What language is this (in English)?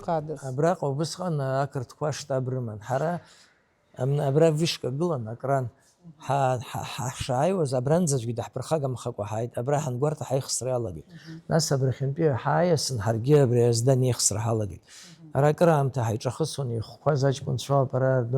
Abkhazian